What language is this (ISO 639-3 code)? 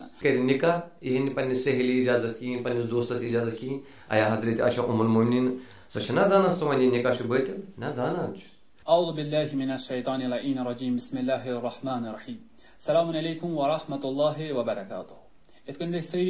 kas